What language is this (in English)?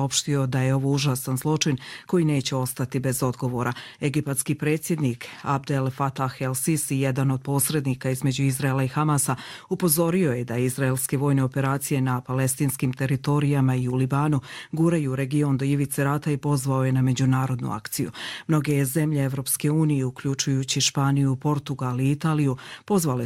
Serbian